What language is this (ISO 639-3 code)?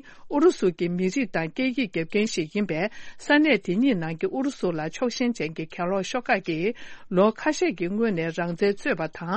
bod